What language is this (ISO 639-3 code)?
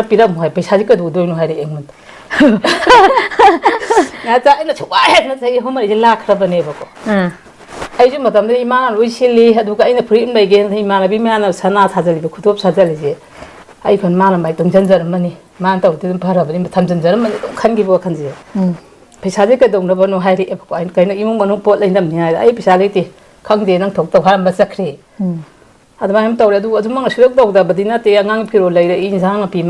mni